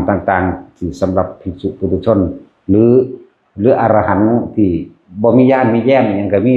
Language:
Lao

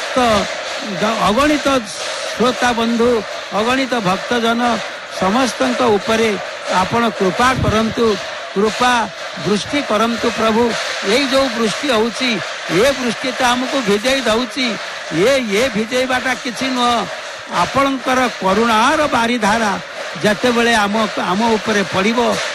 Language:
Odia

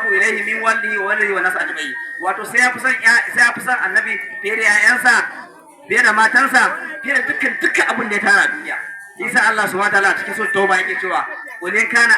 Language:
Hausa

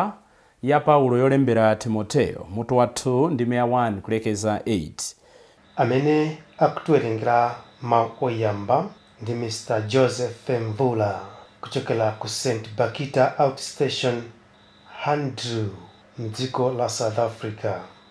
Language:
Nyanja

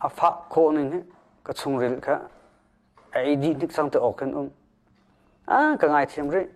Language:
Hakha Chin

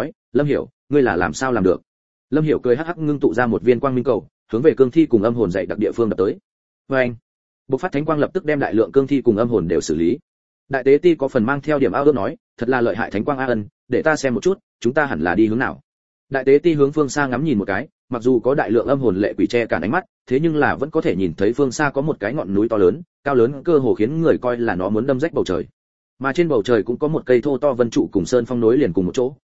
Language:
Vietnamese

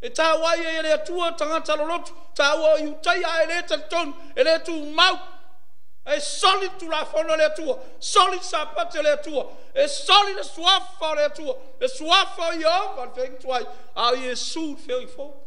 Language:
Samoan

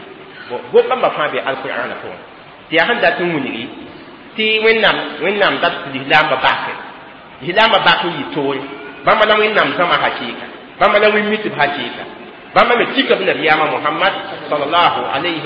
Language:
Mossi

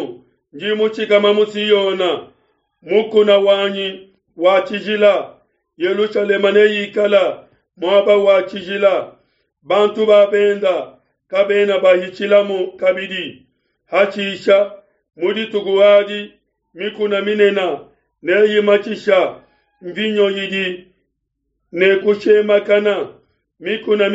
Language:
Luba-Lulua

